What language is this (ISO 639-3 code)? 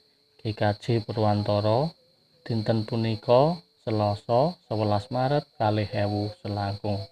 jav